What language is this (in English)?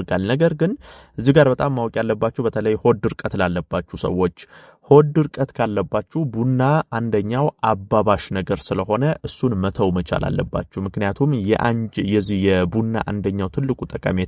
Amharic